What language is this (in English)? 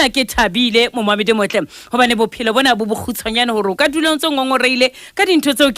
Southern Sotho